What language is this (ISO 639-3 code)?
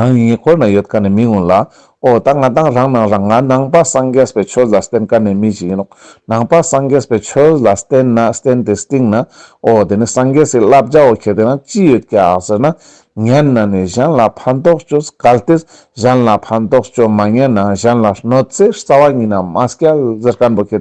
lbj